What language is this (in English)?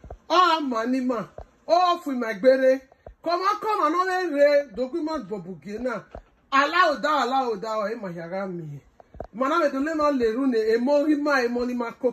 Bini